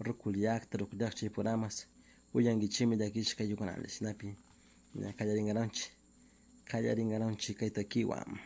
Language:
Chimborazo Highland Quichua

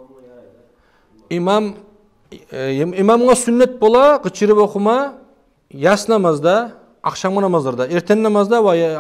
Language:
Kumyk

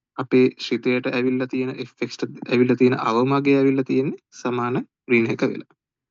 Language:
Sinhala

